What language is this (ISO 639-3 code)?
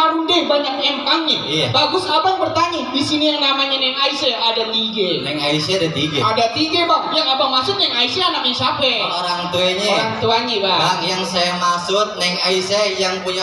bew